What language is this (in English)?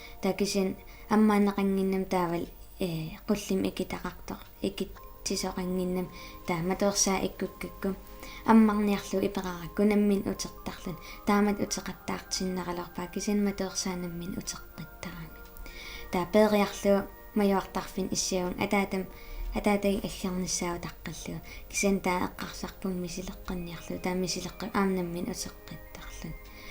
Kalaallisut